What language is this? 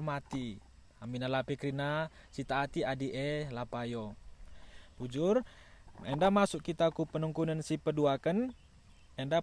Batak Karo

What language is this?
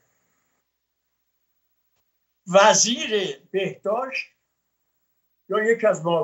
Persian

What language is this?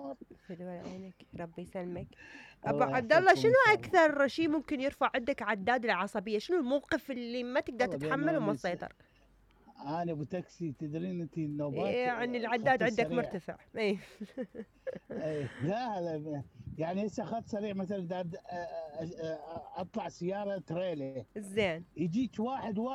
Mesopotamian Arabic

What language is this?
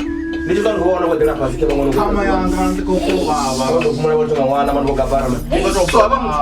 Venda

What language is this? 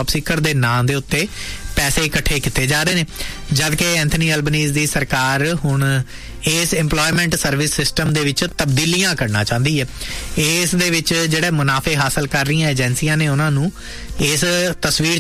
Punjabi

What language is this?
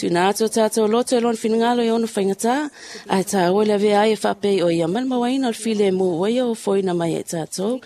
Samoan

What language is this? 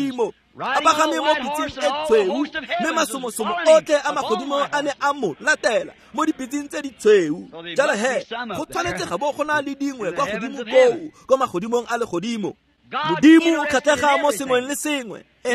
Tswana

